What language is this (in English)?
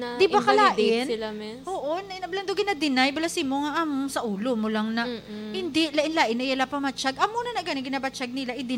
Hiligaynon